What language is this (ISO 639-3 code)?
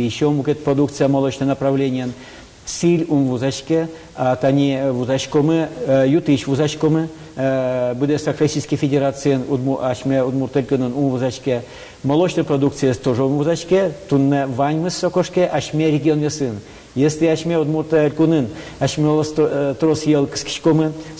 udm